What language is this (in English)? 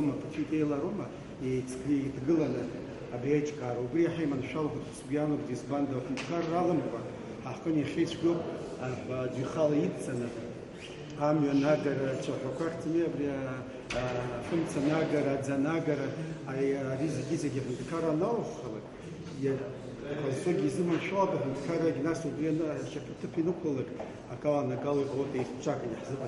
Abkhazian